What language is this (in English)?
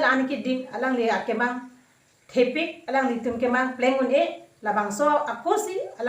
Karbi